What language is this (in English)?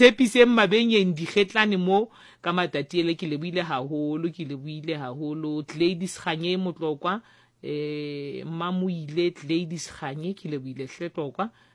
Southern Sotho